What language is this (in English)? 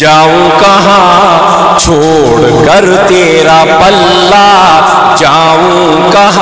Manipuri